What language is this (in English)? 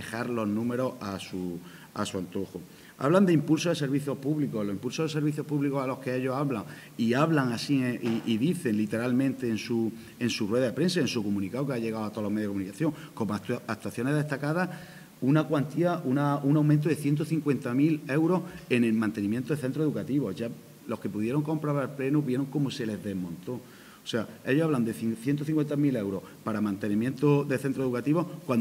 Spanish